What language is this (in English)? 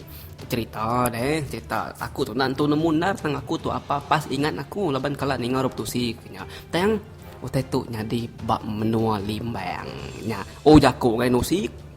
Iban